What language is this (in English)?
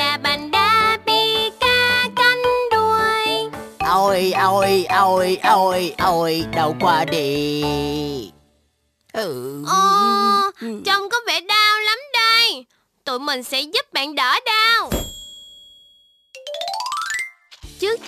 Vietnamese